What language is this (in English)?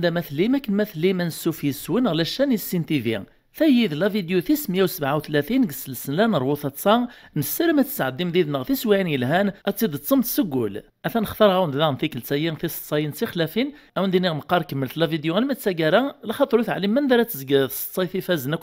Kabyle